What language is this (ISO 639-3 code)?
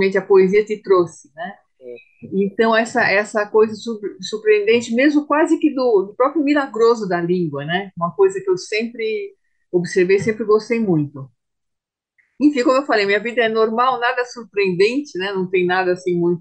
por